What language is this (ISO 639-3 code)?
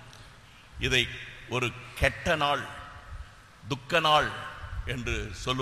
tam